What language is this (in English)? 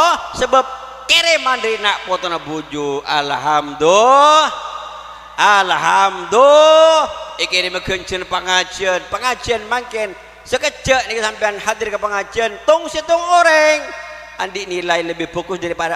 Madurese